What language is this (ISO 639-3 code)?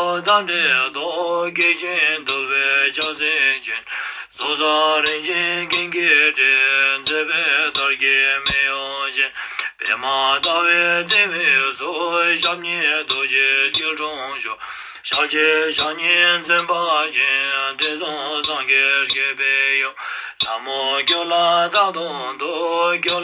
lbj